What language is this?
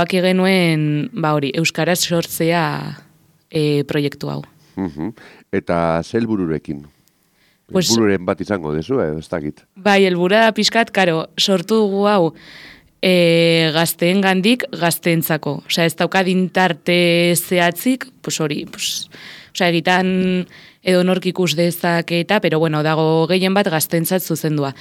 Basque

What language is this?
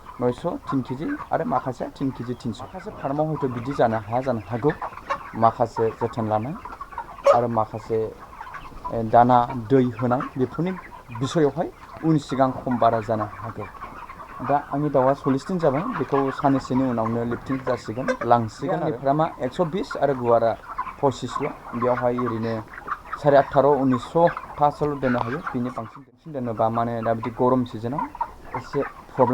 Bodo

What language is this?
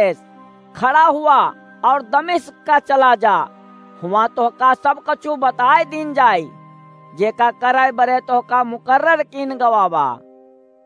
Awadhi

